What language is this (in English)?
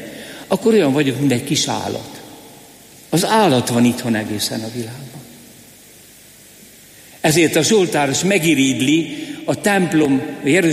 Hungarian